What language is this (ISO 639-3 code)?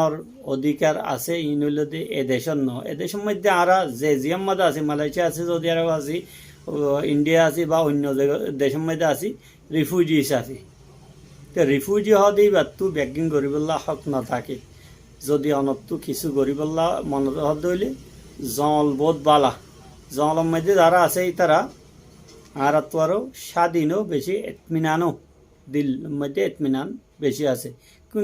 rhg